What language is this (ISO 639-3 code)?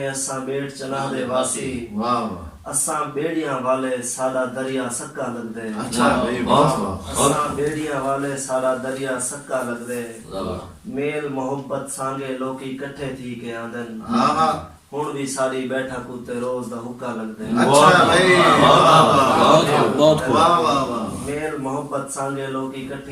skr